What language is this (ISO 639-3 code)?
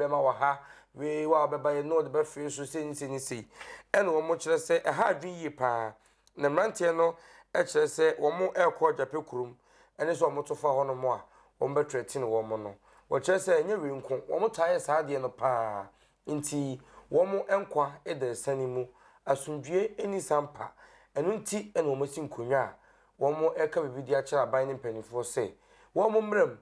aka